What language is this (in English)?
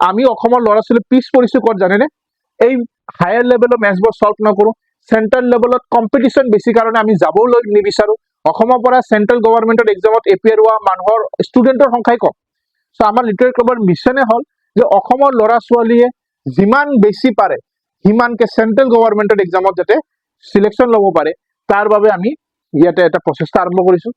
Assamese